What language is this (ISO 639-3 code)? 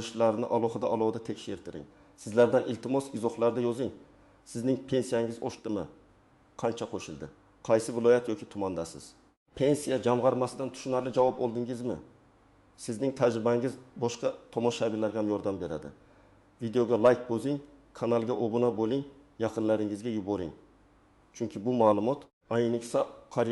uzb